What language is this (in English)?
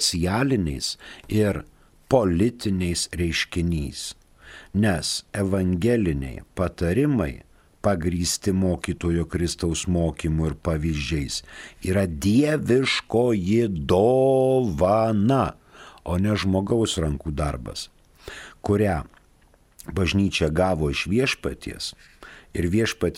Lithuanian